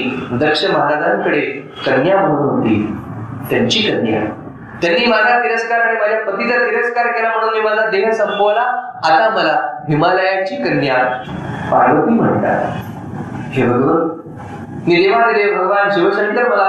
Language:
Marathi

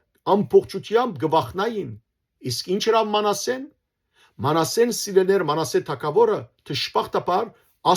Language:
Western Armenian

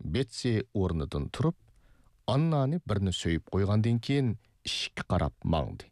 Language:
Uyghur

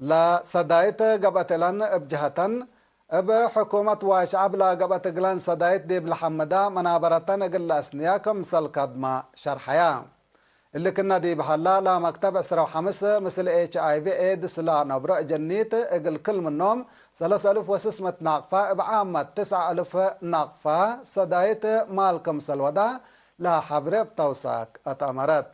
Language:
Tigre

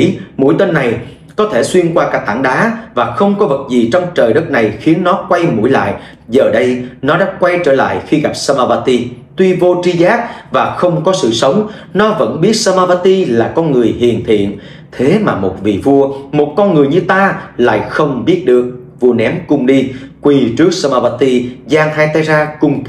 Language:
Vietnamese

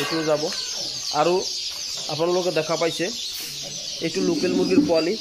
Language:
Assamese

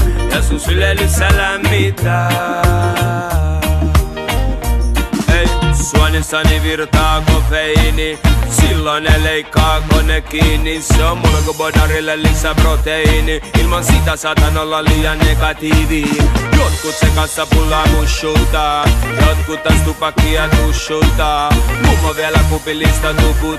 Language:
Finnish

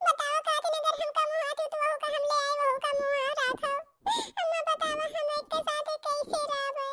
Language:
Awadhi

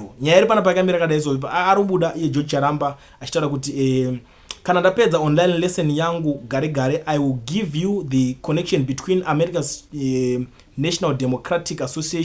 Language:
Shona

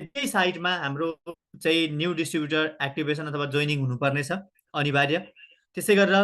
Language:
Nepali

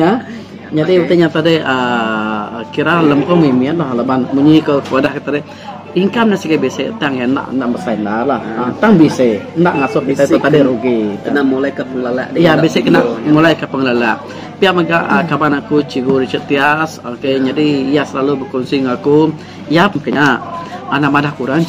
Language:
Iban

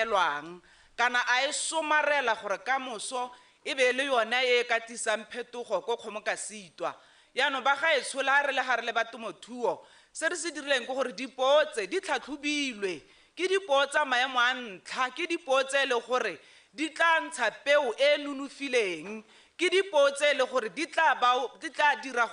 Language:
Tswana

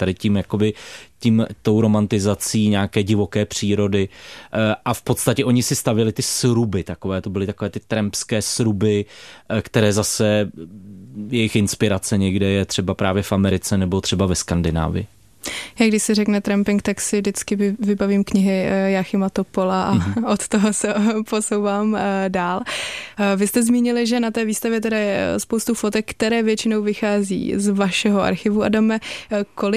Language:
Czech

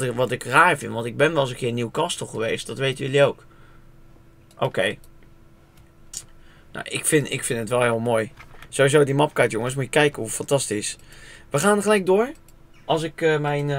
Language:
Dutch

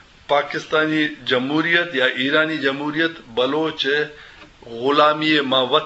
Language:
Eastern Balochi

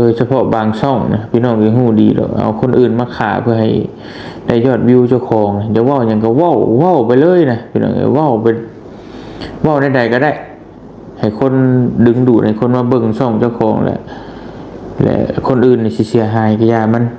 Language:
Northeastern Thai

